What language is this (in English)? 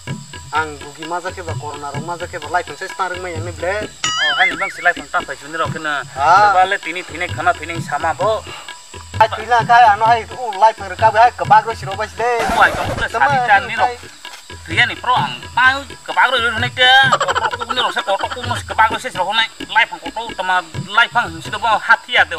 Kok Borok